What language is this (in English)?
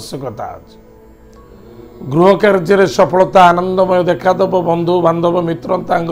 Odia